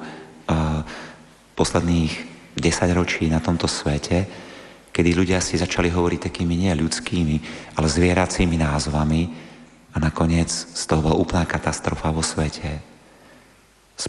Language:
Slovak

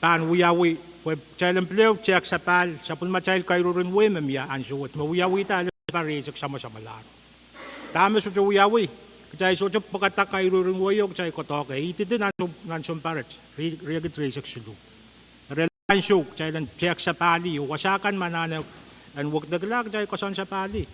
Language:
Pohnpeian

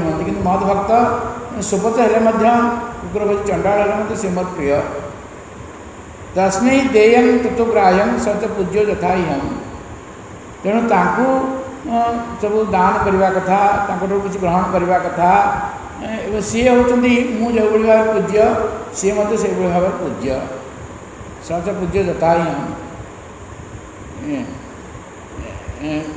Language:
Odia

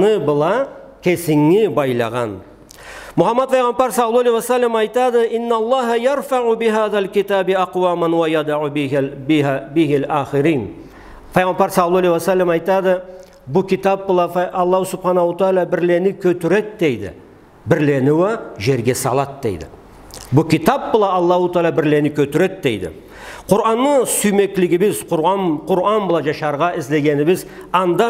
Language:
Karachay-Balkar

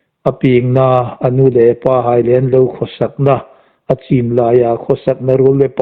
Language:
Hmar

